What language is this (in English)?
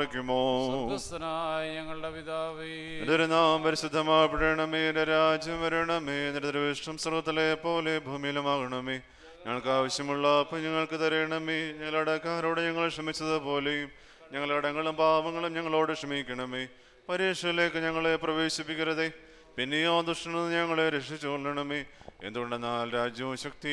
Malayalam